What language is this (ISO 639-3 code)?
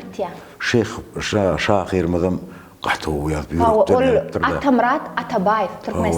tuk